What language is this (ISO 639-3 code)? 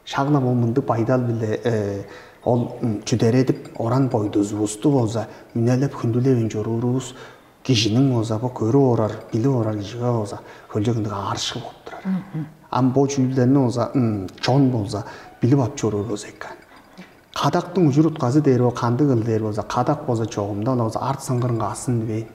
tyv